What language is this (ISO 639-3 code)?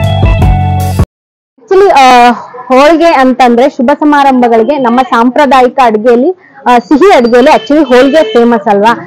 kan